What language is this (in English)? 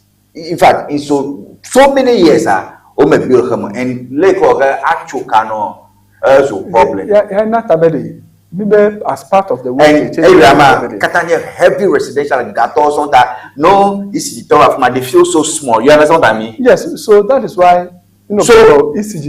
Ewe